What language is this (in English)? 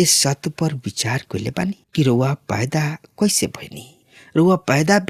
Bhojpuri